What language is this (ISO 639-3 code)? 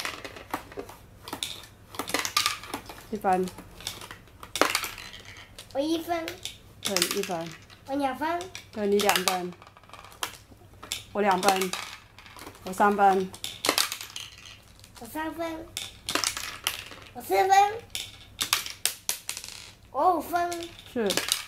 zho